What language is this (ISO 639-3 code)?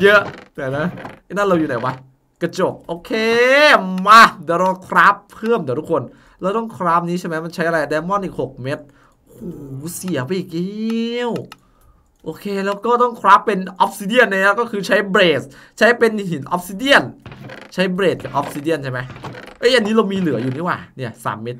tha